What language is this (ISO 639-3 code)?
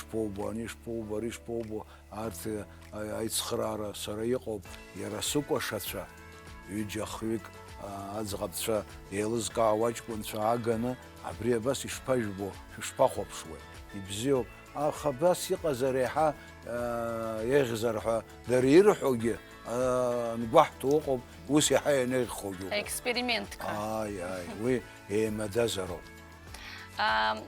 abk